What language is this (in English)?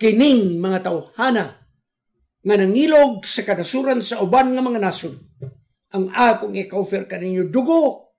Cebuano